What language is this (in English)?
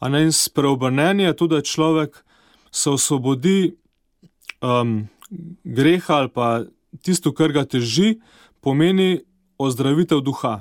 Slovenian